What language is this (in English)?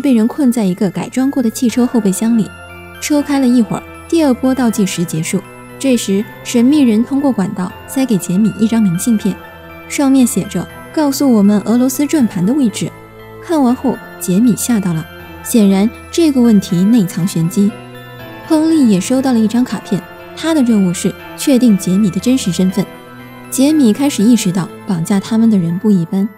Chinese